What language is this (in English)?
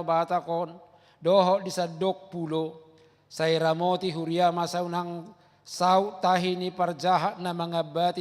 Batak Toba